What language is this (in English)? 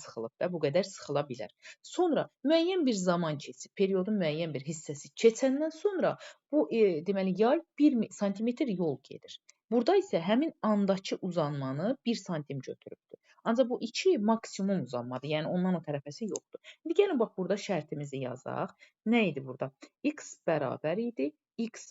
Azerbaijani